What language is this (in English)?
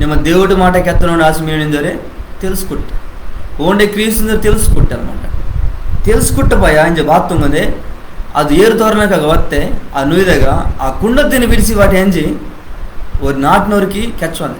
Koya